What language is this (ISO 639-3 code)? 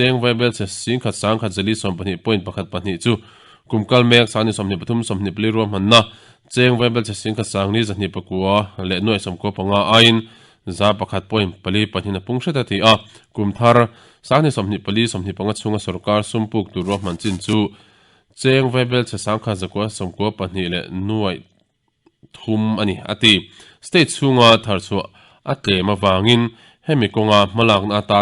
lus